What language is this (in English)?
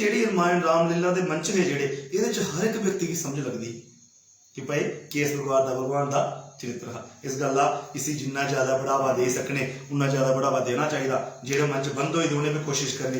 Dogri